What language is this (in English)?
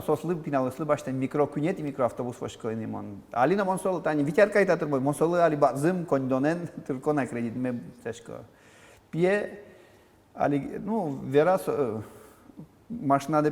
Udmurt